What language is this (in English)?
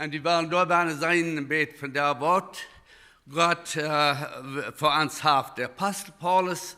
Plautdietsch